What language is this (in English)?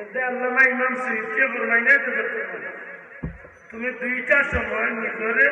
Sylheti